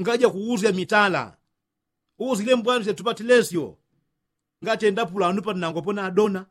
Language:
Yao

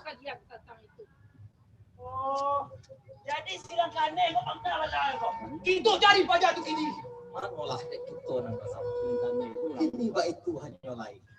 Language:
Minangkabau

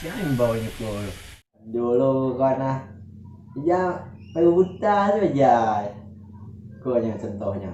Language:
Minangkabau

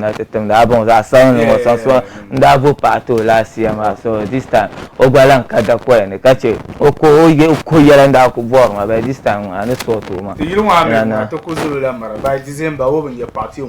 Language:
Dagbani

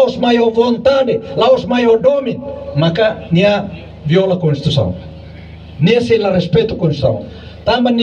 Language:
Tetum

